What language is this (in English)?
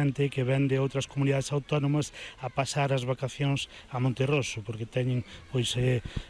Galician